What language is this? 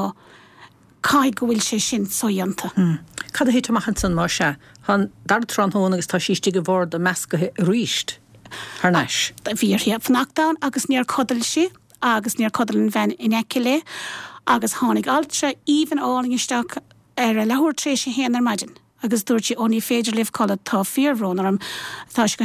Irish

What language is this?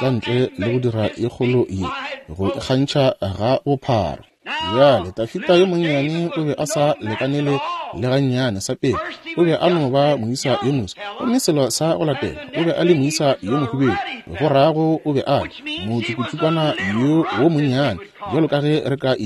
Northern Sotho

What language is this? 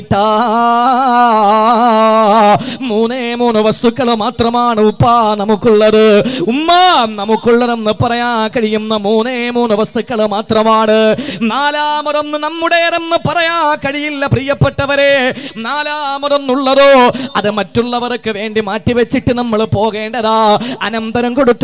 Malayalam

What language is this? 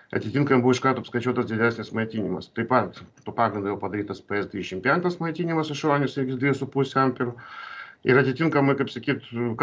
Lithuanian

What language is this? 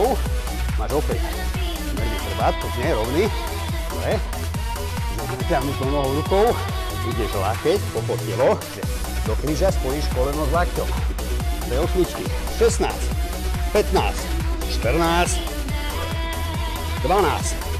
Slovak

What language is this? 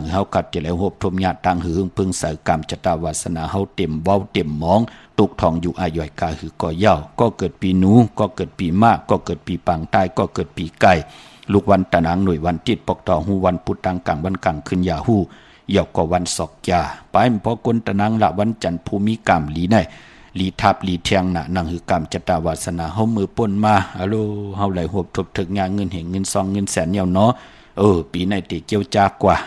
Shan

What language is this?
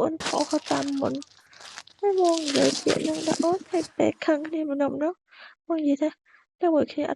Khmer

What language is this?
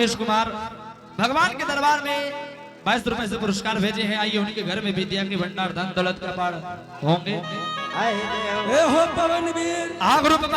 Angika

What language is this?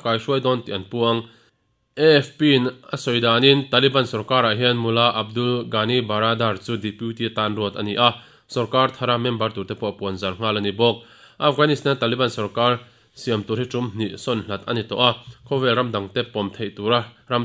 Mizo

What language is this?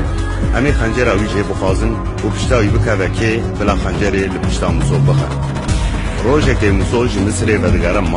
Kurdish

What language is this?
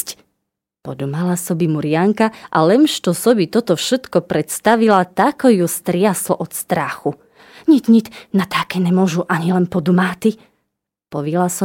Rusyn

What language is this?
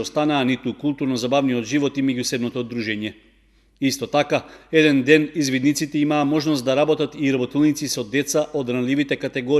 Macedonian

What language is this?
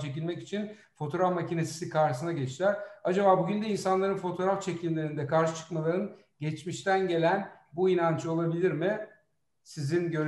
Turkish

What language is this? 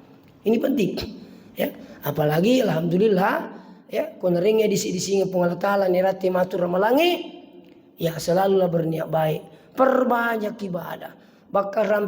Buginese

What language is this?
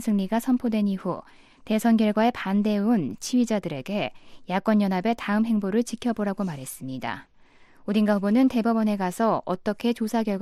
Korean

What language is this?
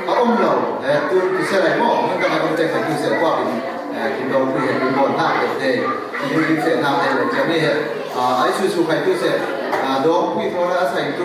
Falam Chin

